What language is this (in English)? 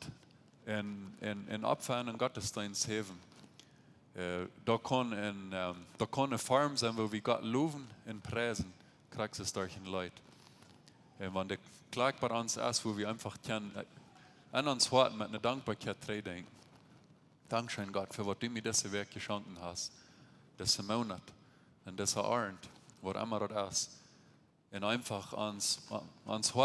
Plautdietsch